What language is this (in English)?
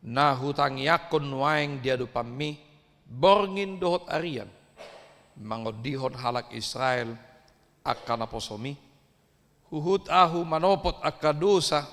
Batak Toba